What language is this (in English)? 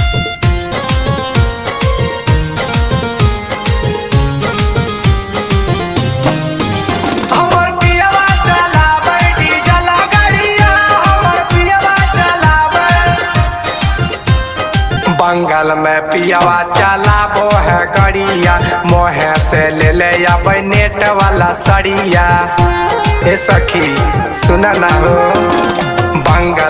Bhojpuri